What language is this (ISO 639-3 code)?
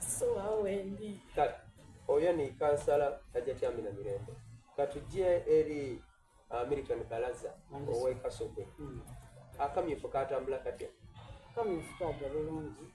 xog